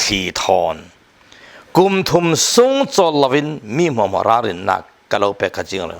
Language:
Falam Chin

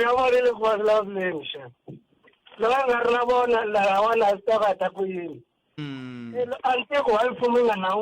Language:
Tsonga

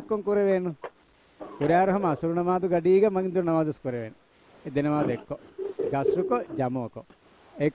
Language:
Divehi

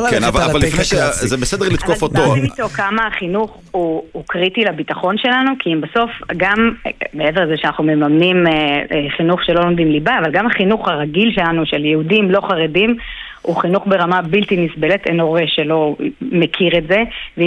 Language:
Hebrew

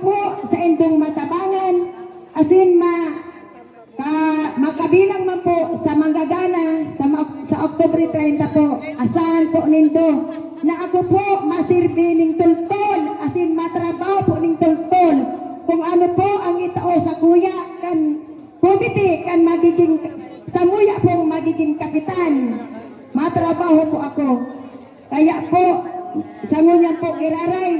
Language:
Bikol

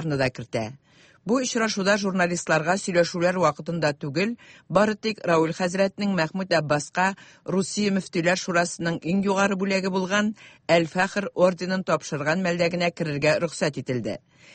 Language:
Tatar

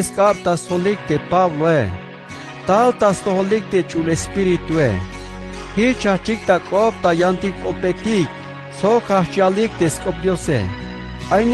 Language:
Tzeltal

